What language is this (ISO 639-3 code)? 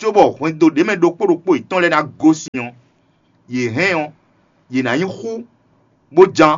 fon